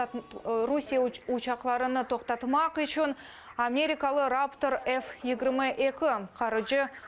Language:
Crimean Tatar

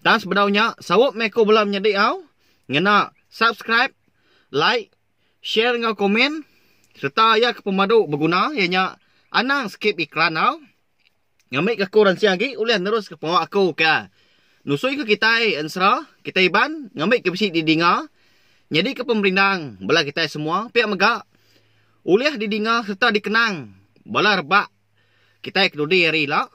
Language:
Iban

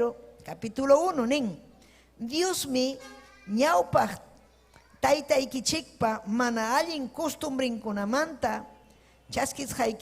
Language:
Ayacucho Quechua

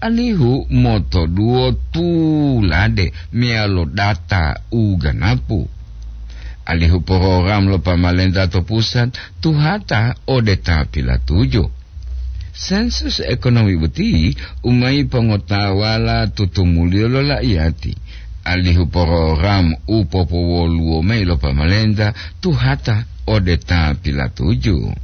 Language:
Gorontalo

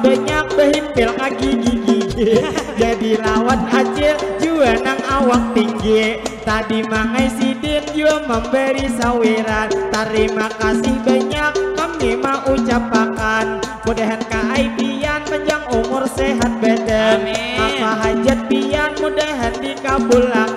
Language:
Banjar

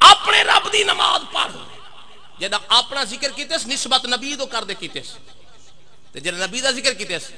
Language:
Saraiki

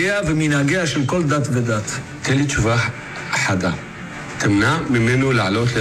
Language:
Hebrew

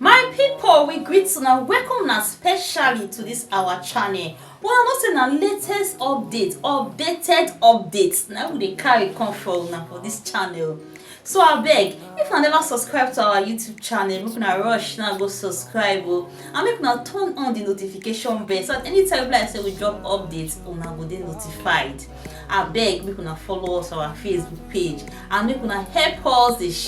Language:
Nigerian Pidgin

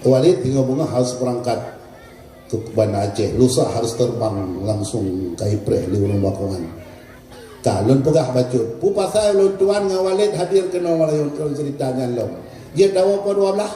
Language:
Achinese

